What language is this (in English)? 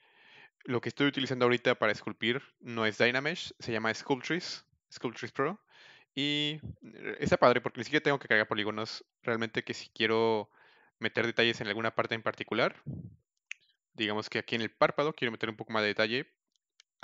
Spanish